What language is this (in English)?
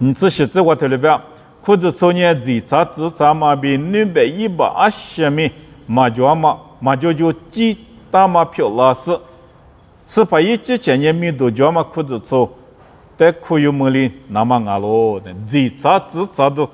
Lisu